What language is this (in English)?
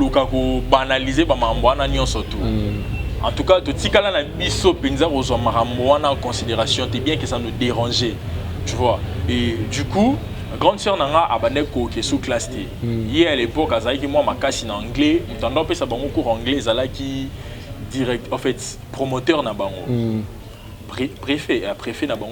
Lingala